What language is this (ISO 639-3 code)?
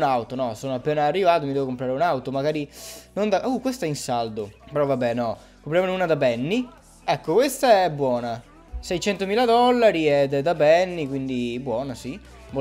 ita